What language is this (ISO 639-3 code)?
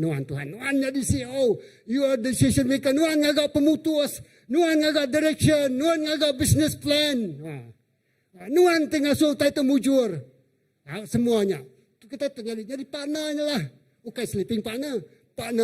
iba